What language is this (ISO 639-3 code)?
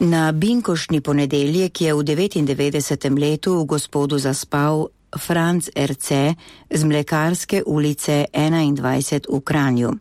slv